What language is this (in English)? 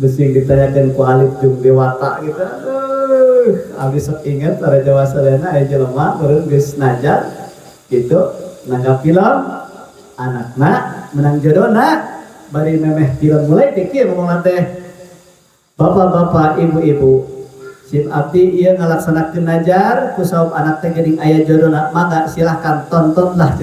Sundanese